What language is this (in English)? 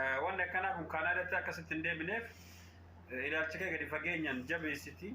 Oromo